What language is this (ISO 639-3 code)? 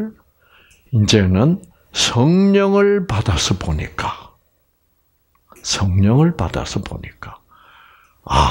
kor